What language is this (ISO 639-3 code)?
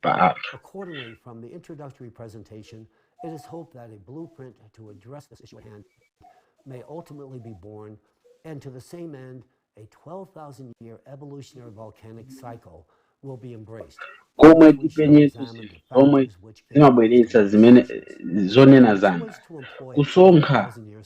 nya